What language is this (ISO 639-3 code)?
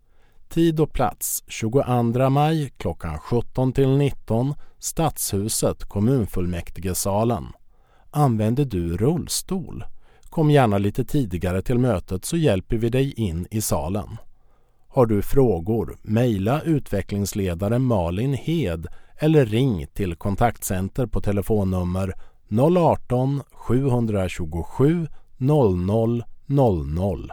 swe